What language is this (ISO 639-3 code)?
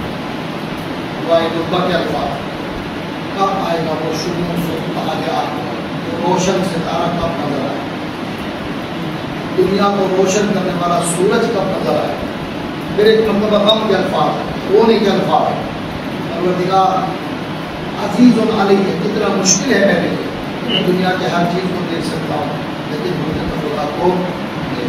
urd